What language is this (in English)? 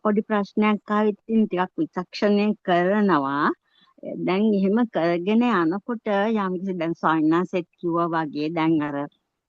Sinhala